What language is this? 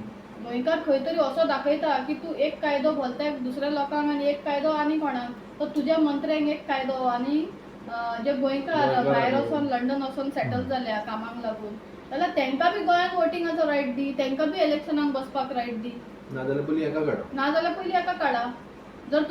Konkani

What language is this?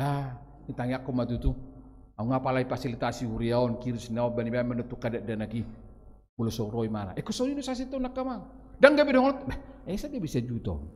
Batak Toba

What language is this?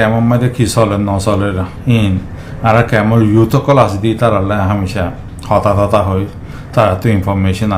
Rohingya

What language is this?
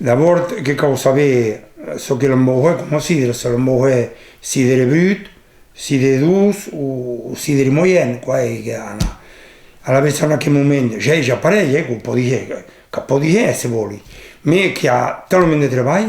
Occitan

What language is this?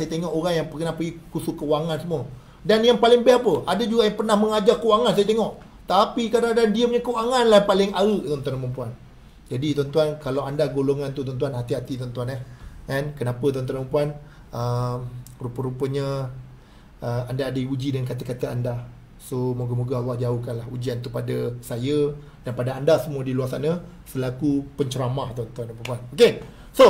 Malay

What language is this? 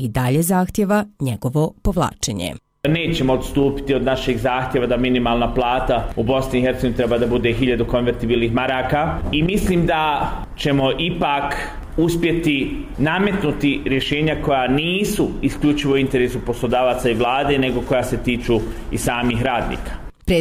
Bosnian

